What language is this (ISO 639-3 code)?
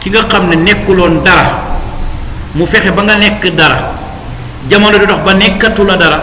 wol